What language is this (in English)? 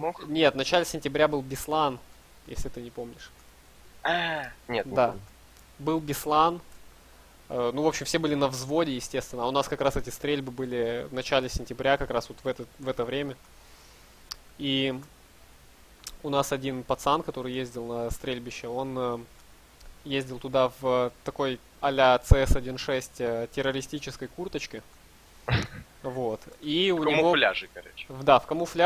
Russian